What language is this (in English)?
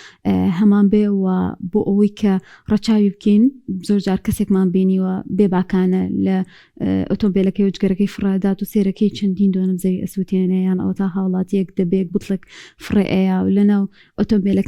Central Kurdish